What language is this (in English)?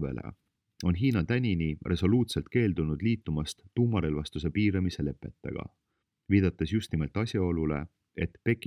Estonian